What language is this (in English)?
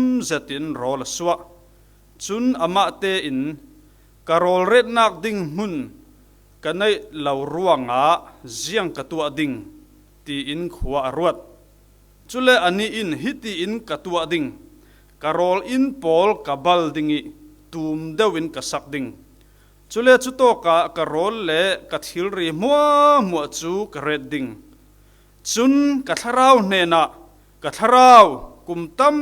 Falam Chin